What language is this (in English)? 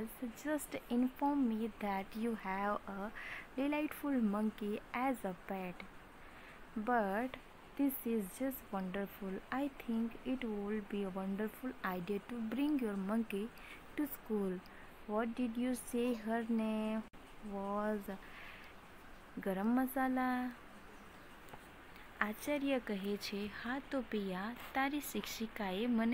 Gujarati